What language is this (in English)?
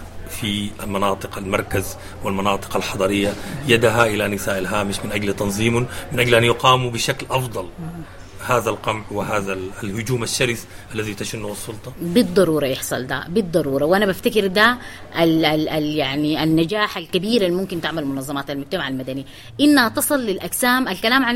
Sudanese Arabic